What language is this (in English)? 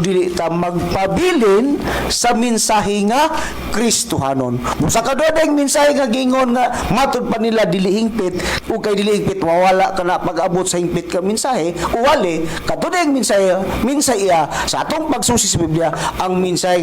Cebuano